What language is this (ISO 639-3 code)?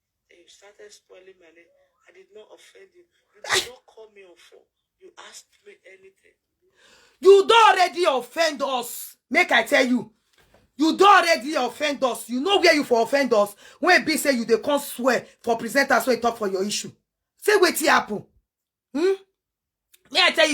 pcm